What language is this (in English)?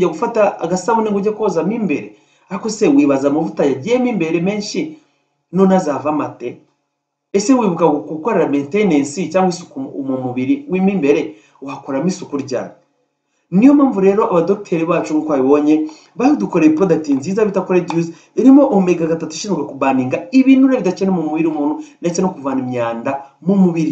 Kinyarwanda